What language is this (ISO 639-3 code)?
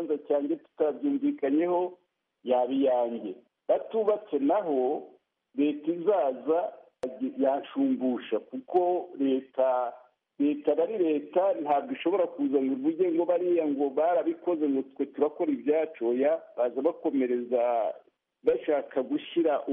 kin